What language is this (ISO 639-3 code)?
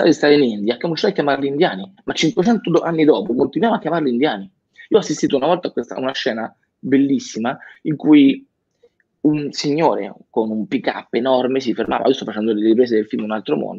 ita